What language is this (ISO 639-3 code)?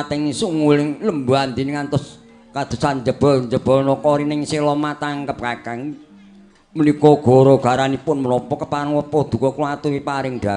jav